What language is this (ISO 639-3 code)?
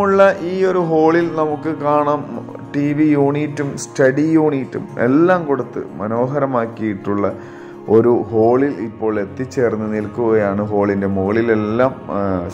mal